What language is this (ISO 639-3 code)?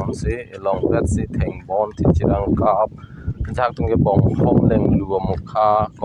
mjw